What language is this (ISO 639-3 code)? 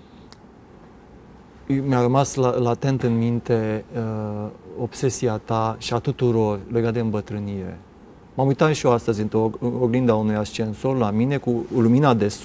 ron